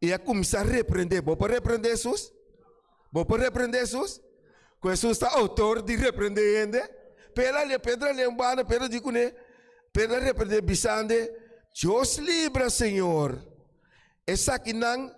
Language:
Papiamento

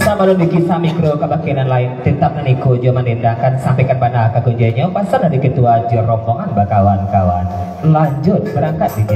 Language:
Minangkabau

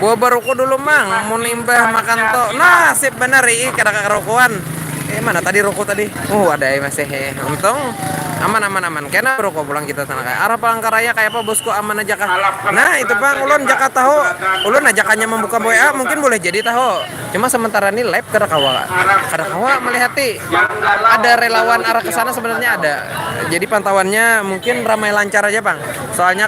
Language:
Banjar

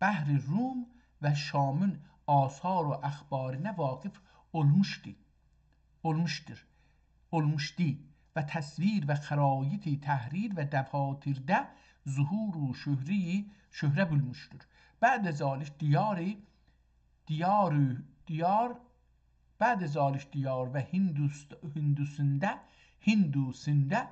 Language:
South Azerbaijani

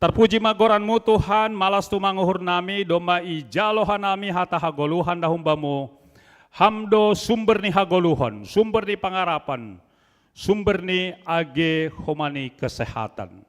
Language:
Batak Simalungun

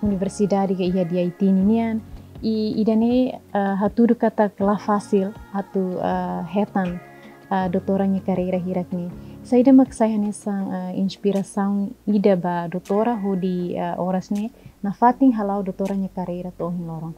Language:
Tetum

